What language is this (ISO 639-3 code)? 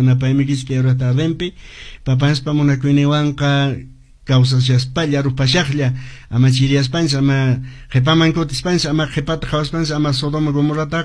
que